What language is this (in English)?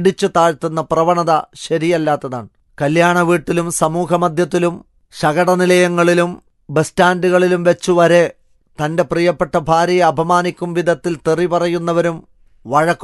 Malayalam